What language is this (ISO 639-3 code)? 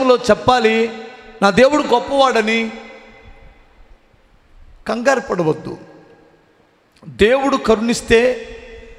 tel